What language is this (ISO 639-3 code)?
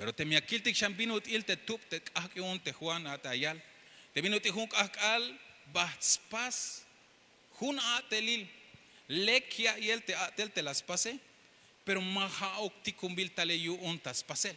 tzh